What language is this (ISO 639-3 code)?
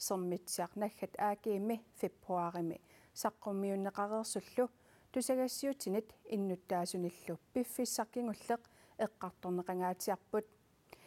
kal